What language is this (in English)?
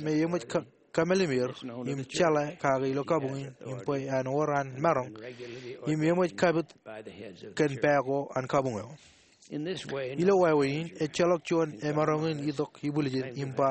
Marshallese